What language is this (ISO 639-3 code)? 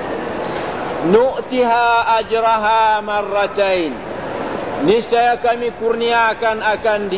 msa